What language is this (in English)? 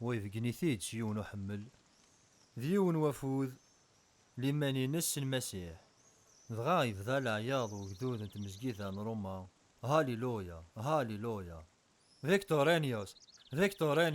Kabyle